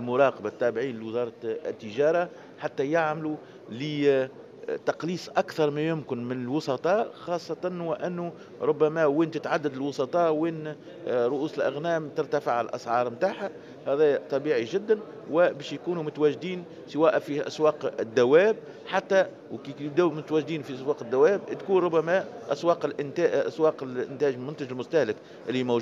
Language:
Tunisian Arabic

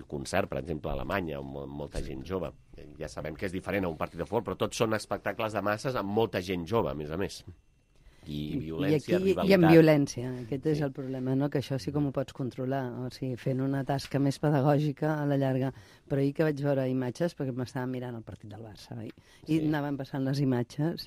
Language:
Catalan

